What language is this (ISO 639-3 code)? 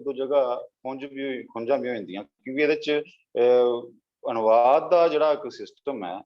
doi